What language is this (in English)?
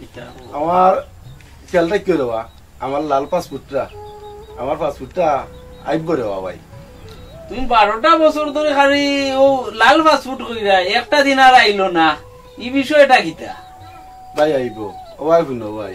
Sylheti